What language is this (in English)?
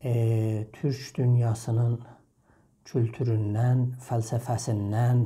South Azerbaijani